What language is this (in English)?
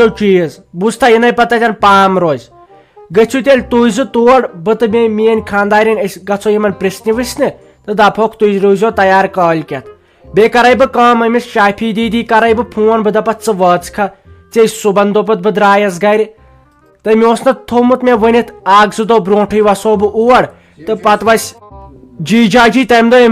Kashmiri